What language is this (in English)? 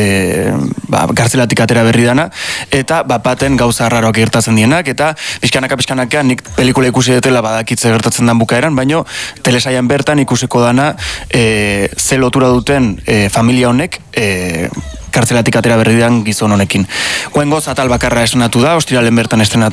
Basque